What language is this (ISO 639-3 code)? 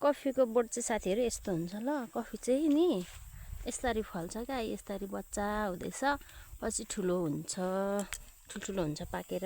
nep